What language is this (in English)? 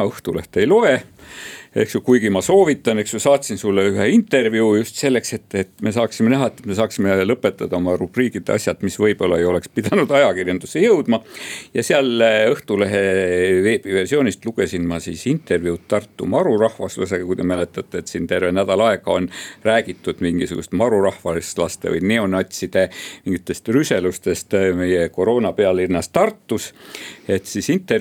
Estonian